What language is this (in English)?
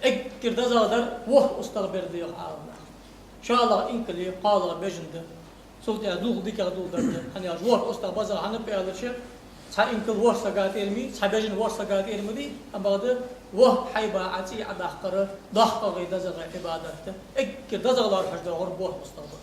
Ingush